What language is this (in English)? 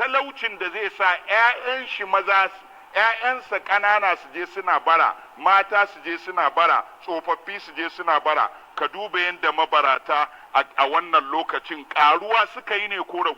Hausa